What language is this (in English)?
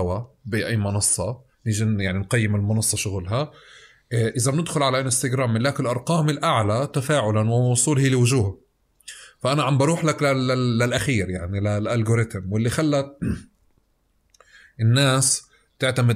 North Levantine Arabic